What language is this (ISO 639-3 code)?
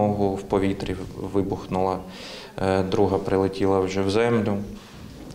ukr